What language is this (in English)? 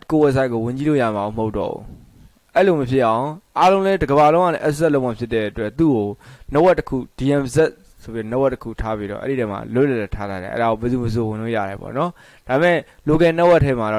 Burmese